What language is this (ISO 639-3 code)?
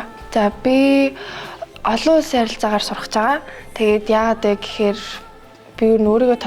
mon